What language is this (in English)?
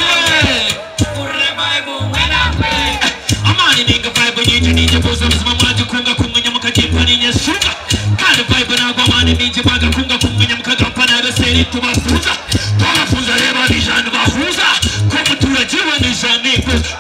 Nyankole